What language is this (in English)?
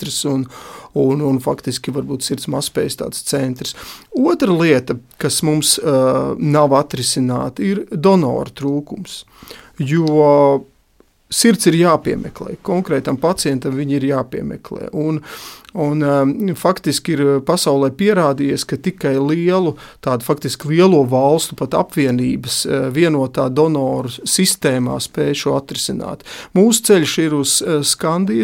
Latvian